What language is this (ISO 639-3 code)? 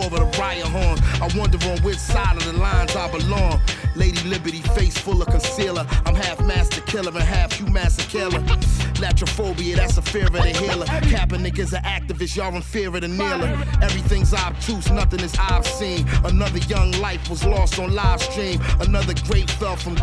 eng